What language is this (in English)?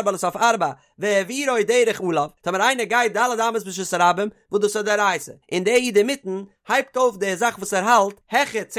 Yiddish